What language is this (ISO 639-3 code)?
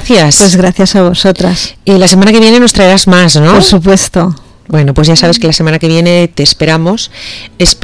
spa